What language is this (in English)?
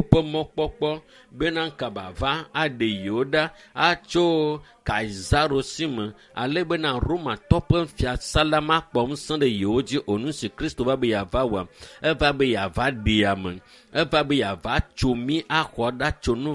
Ewe